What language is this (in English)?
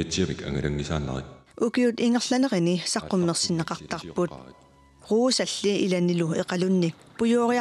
Kalaallisut